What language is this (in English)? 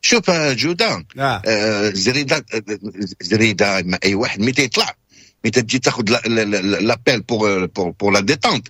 Moroccan Arabic